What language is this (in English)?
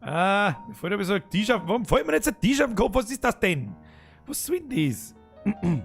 Bavarian